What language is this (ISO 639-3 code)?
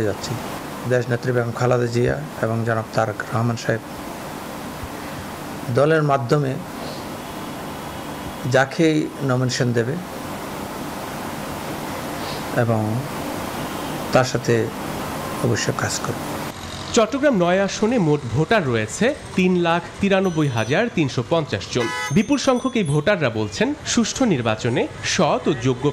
ben